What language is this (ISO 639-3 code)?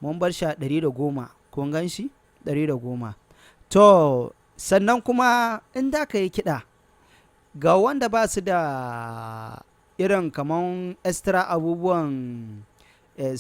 hau